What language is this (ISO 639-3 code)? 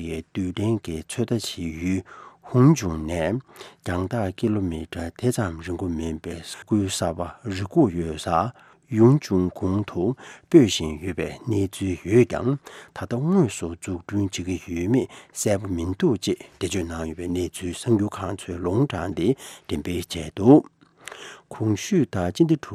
bod